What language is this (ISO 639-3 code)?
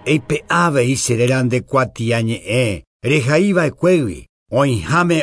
grn